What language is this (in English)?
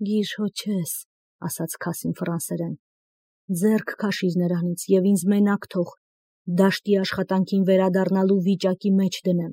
Armenian